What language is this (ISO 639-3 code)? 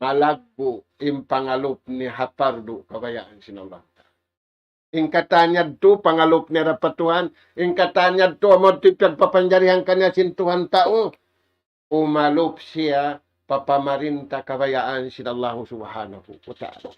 tsg